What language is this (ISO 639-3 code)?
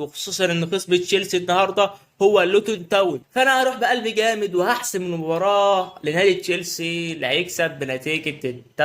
arz